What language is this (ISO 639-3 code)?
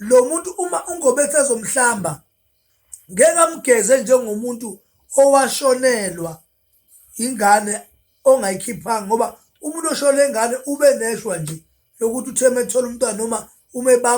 zul